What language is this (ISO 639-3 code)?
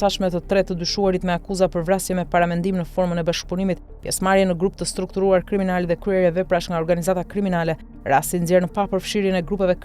sqi